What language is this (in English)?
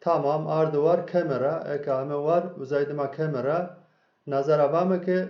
Zaza